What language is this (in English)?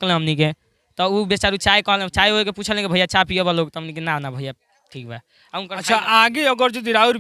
Bhojpuri